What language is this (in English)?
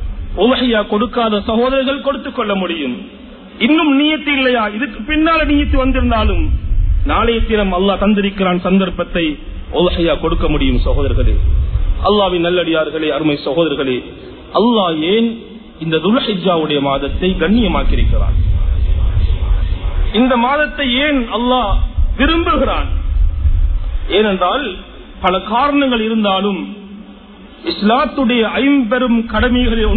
Tamil